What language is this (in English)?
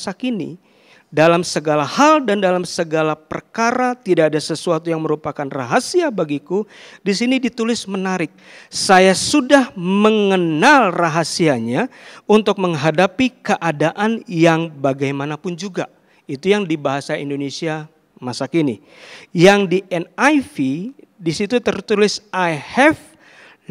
Indonesian